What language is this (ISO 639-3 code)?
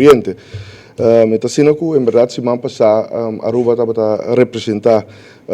pap